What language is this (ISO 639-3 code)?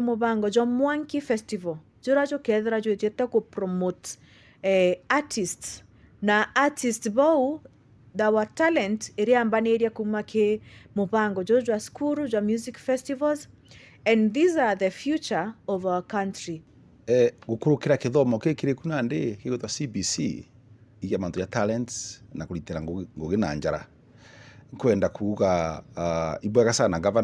mer